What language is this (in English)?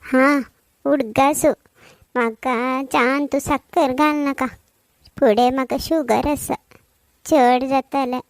Konkani